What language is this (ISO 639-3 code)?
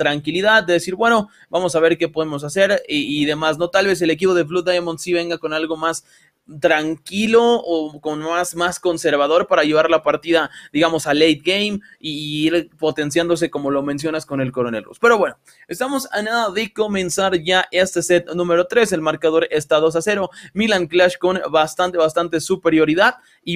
spa